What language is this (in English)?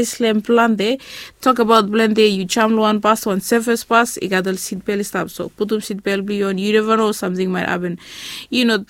Bislama